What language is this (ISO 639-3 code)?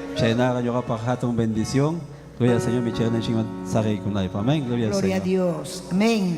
quy